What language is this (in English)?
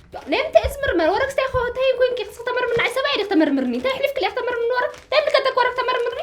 Tigrinya